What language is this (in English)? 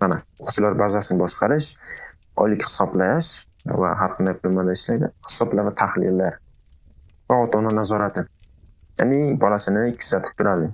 Uzbek